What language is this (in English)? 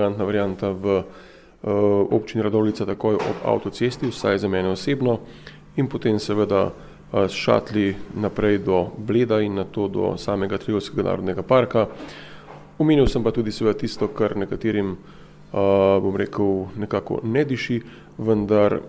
Slovenian